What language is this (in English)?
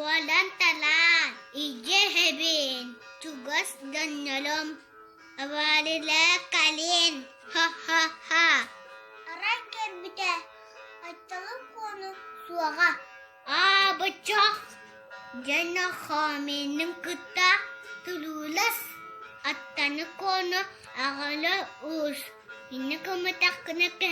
Yakut